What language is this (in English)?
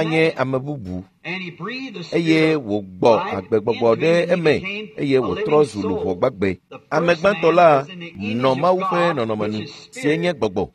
Ewe